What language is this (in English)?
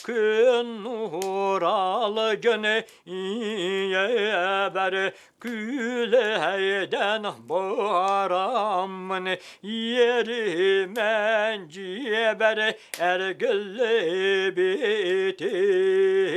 Yakut